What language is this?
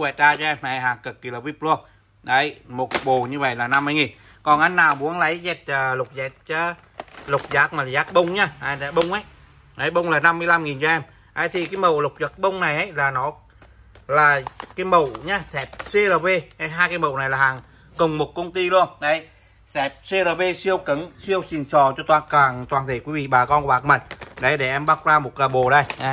Vietnamese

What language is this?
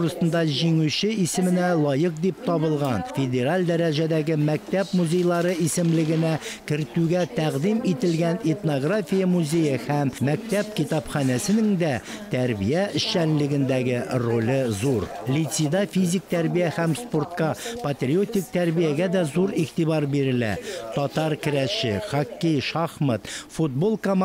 Tatar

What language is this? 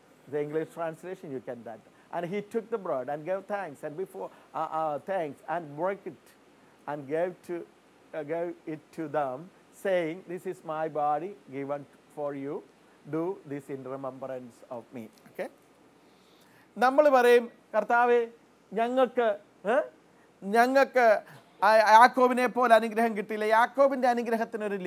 Malayalam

